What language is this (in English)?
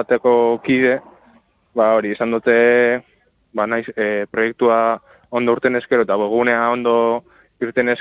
Basque